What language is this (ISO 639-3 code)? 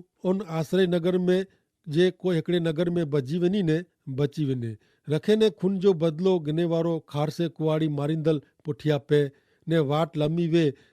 kfr